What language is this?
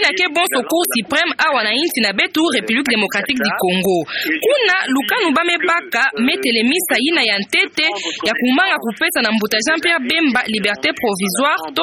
Kituba (Democratic Republic of Congo)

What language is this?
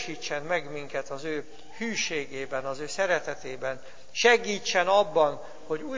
Hungarian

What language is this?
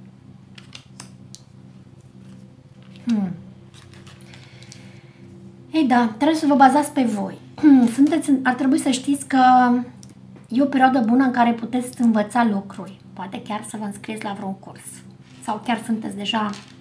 Romanian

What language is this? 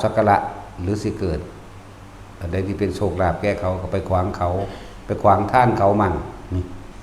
Northeastern Thai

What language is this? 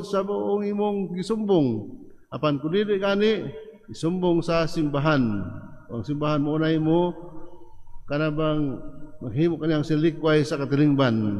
Cebuano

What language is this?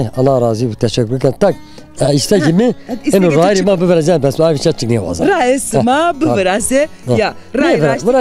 Zaza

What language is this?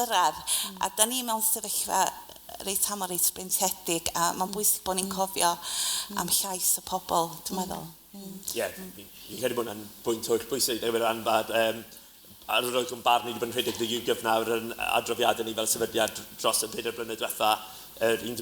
Welsh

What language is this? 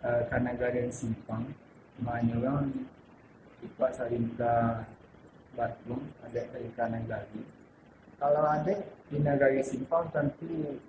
Minangkabau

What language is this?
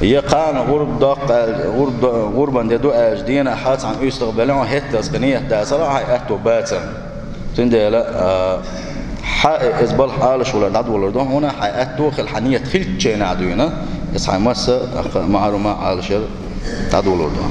Chechen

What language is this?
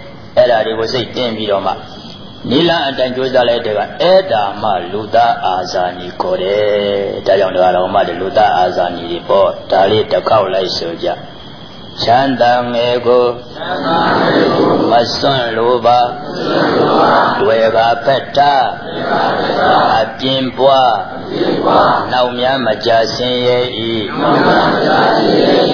Burmese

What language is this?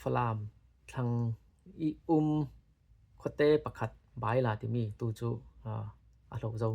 Falam Chin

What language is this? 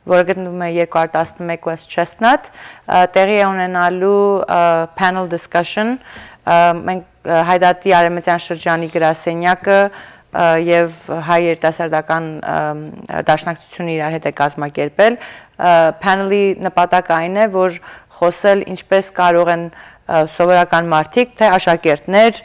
Western Armenian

